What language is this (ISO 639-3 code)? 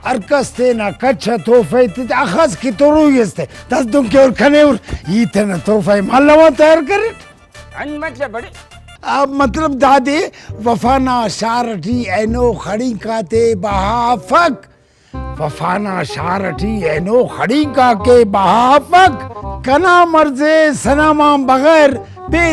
brh